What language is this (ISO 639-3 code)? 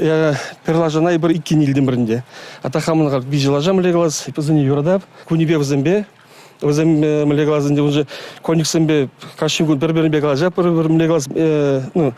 chv